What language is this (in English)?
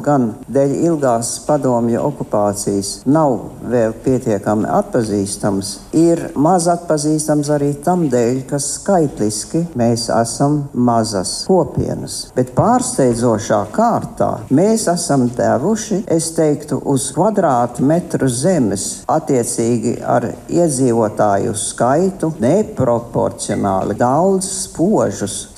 Latvian